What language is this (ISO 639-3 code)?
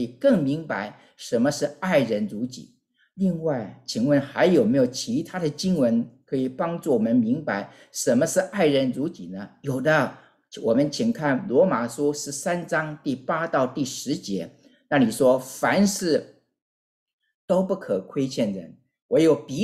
zho